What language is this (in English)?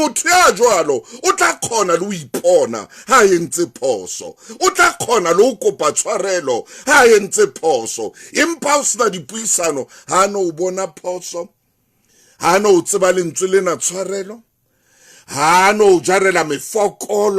Southern Sotho